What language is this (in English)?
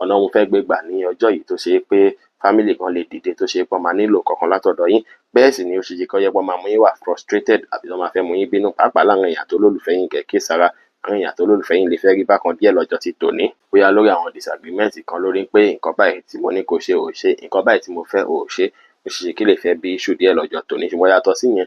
Yoruba